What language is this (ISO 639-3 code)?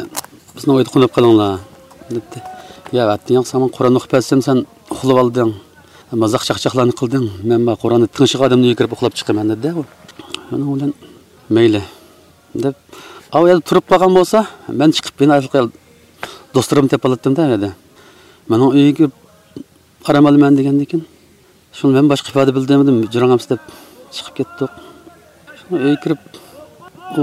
uig